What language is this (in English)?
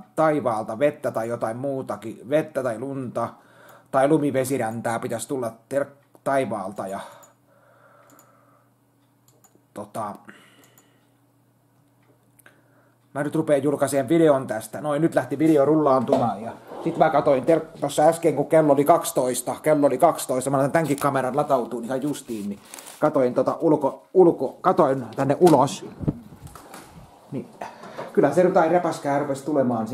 Finnish